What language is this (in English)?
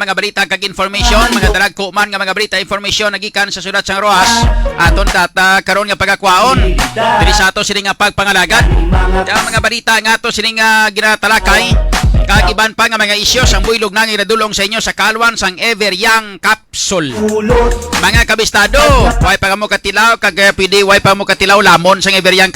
Hiligaynon